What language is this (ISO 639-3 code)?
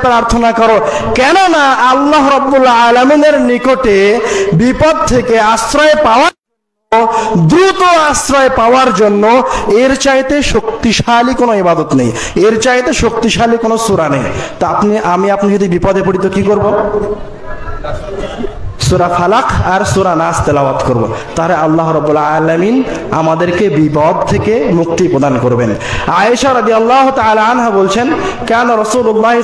ben